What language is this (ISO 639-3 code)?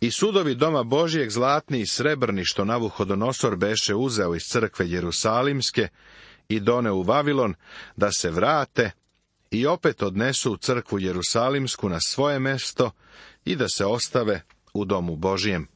srp